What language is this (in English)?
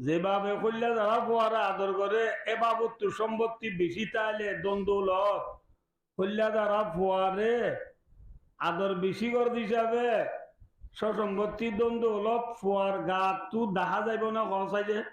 Rohingya